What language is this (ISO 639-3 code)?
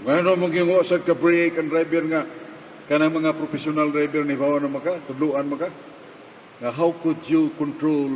ceb